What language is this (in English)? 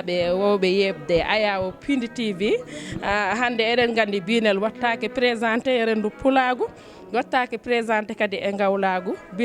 Fula